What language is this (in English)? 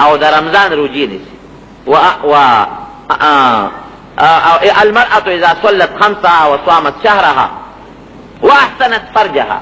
Pashto